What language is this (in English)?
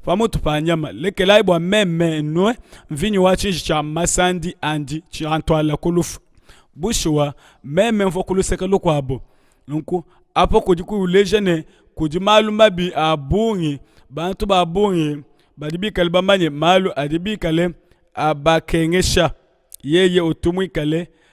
Luba-Lulua